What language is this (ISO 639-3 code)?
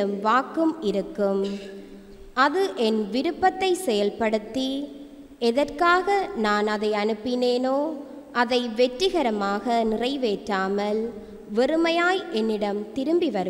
tam